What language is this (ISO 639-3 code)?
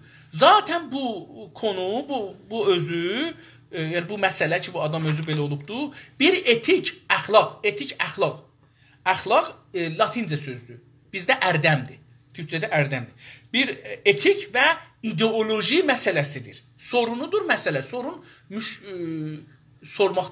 azb